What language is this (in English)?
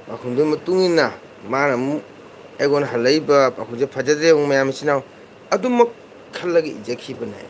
Manipuri